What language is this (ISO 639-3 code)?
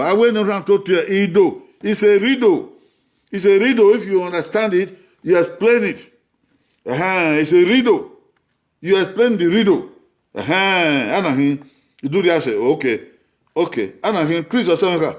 bin